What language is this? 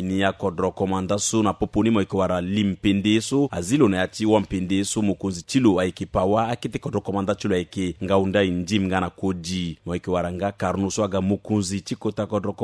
Sango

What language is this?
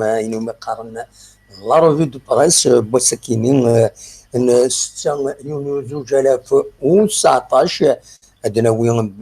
Kabyle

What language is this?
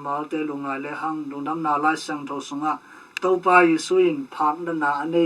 Tedim Chin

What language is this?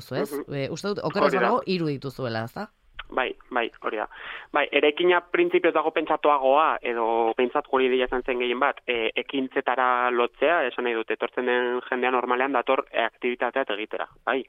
Basque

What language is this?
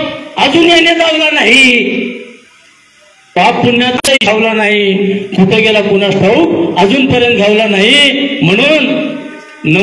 Marathi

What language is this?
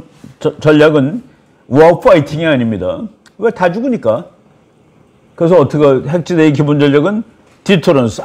Korean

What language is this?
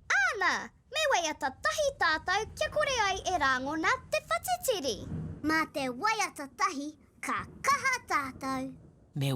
Māori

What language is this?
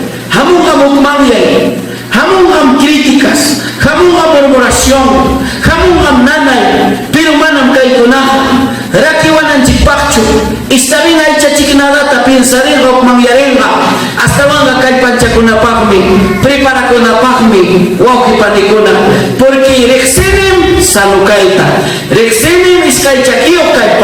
Ayacucho Quechua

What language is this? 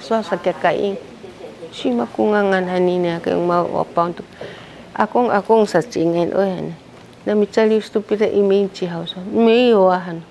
Sakizaya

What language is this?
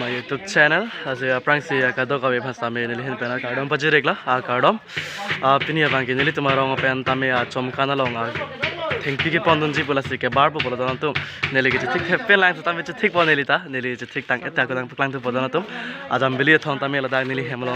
Karbi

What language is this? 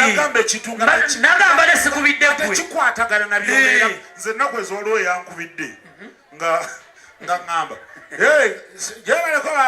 Ganda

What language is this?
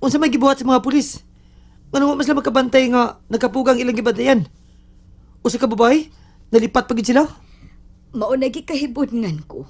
Cebuano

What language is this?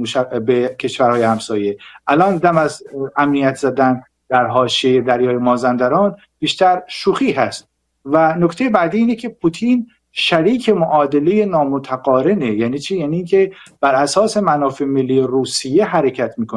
Persian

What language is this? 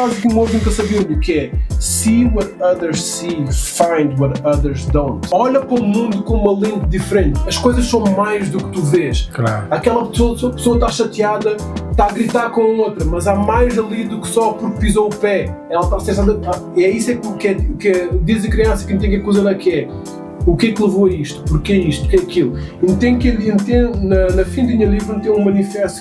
Kabuverdianu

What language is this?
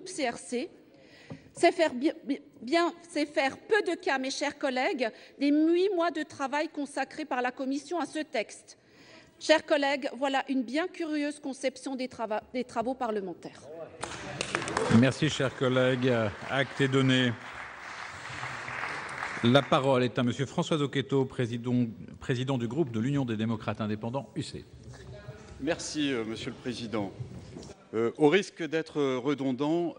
French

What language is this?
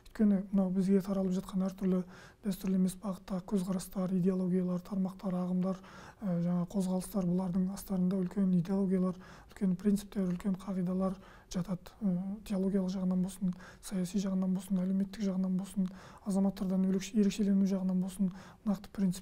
Kazakh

